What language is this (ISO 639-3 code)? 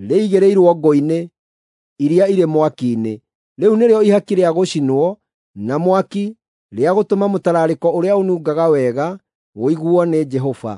kik